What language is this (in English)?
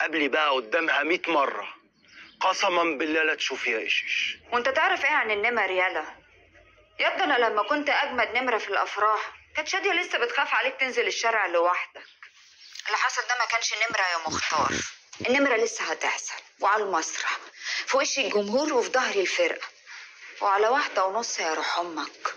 Egyptian Arabic